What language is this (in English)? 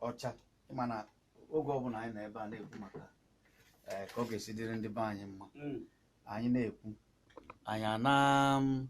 Igbo